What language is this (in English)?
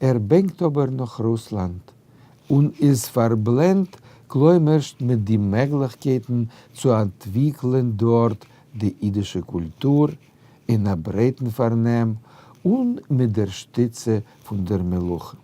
Yiddish